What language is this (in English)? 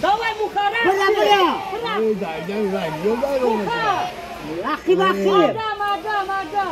Tajik